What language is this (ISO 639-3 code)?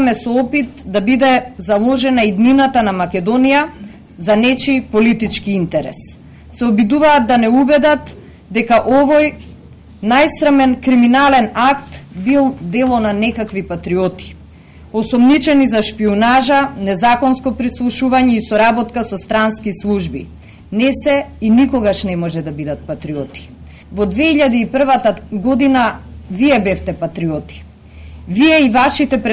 mkd